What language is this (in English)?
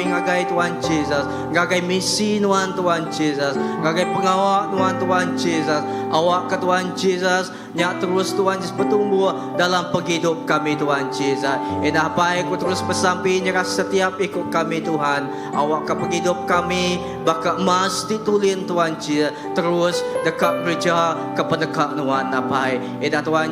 Iban